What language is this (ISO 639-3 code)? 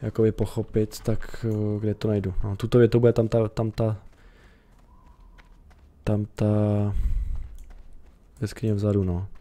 ces